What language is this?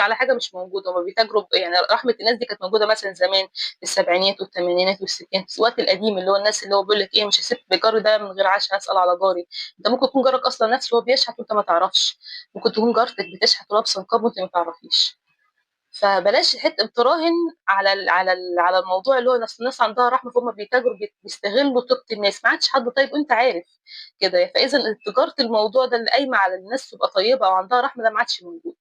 Egyptian Arabic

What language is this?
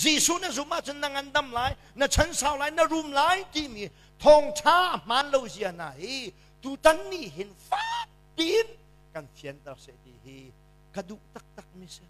Hakha Chin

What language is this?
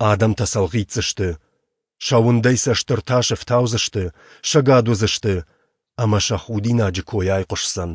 Ossetic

